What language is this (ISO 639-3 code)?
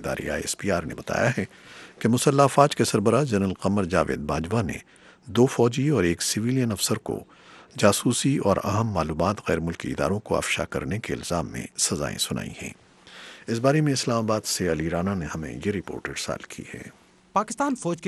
urd